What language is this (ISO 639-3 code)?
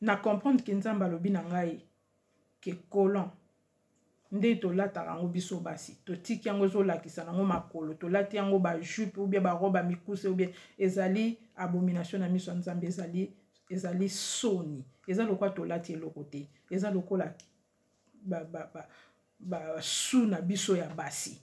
lin